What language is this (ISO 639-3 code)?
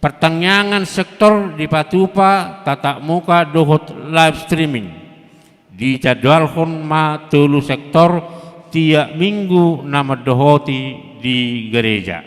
bbc